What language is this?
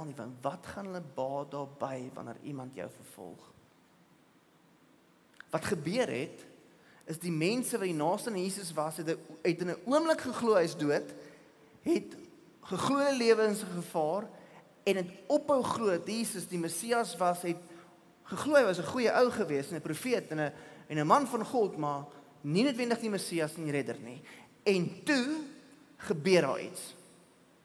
Afrikaans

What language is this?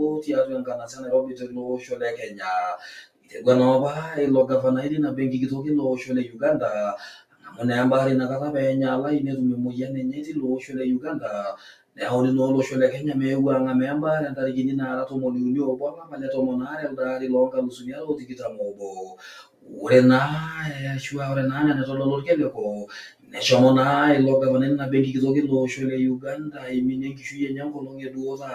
Masai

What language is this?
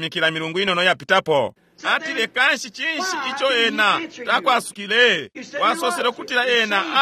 Bemba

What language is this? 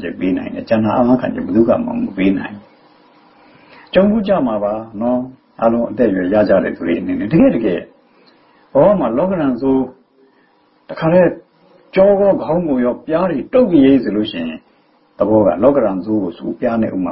Burmese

